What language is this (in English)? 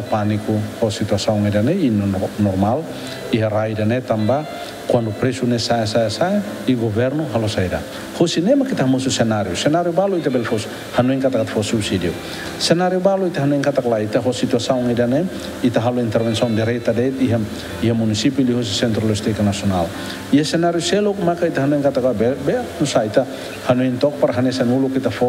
Tetum